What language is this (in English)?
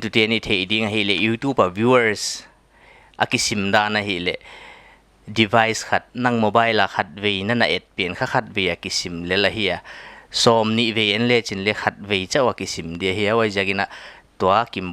Paite Chin